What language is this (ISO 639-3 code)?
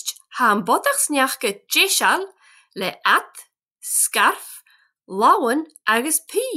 gla